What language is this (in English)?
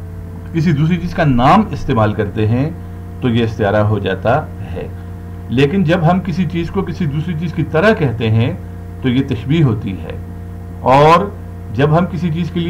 Urdu